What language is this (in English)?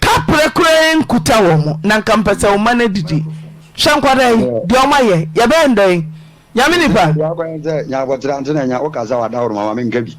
Akan